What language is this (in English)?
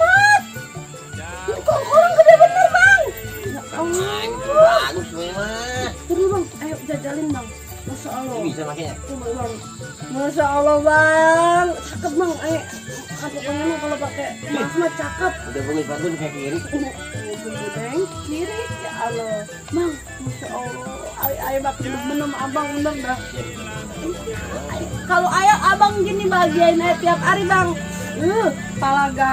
Betawi